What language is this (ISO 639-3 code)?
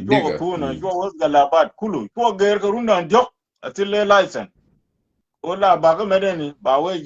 nus